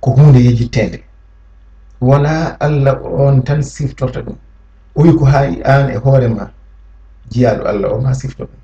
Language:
Fula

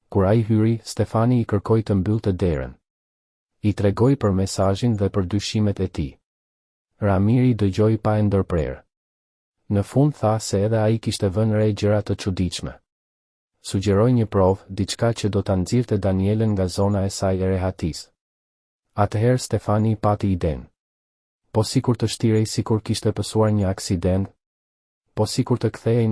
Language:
Albanian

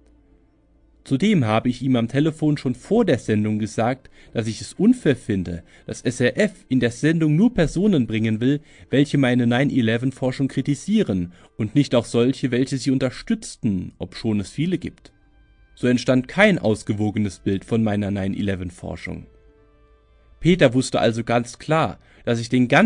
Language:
German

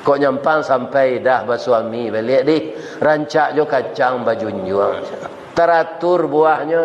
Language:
Minangkabau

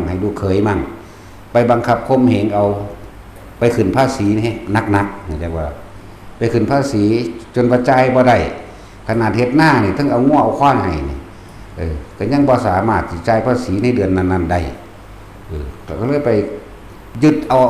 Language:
Northeastern Thai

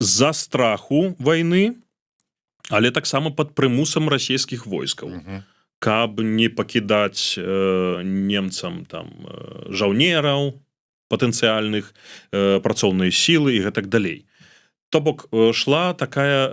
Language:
Belarusian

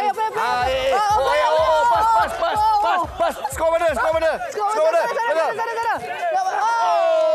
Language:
Malay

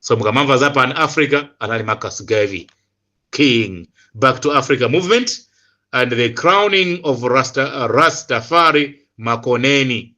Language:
Nyanja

